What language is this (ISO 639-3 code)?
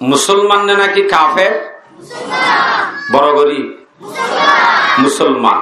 rhg